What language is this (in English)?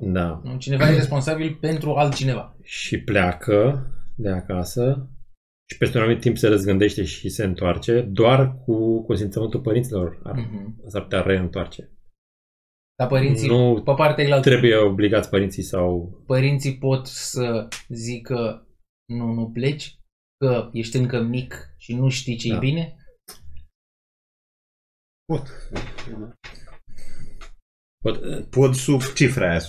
Romanian